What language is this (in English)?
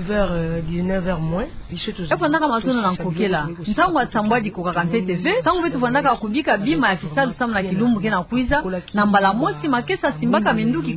Kituba (Democratic Republic of Congo)